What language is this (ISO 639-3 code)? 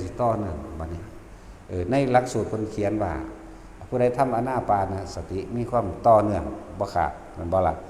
tts